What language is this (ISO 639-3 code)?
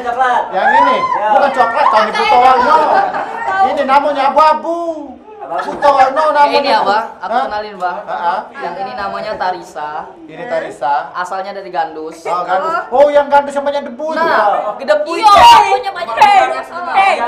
mui